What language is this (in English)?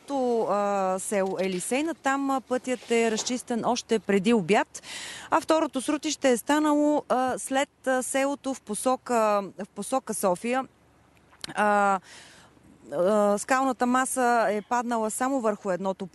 Bulgarian